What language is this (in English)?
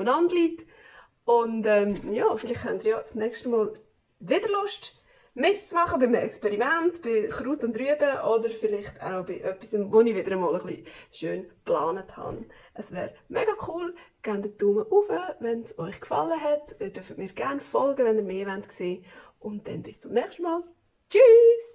Swiss German